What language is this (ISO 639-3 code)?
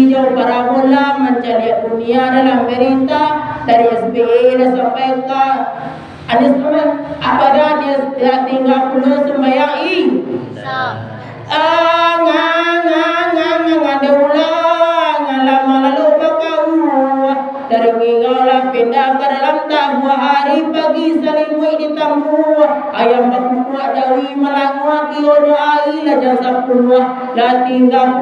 min